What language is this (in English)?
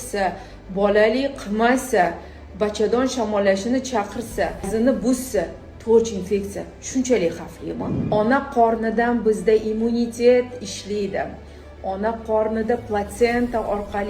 Uzbek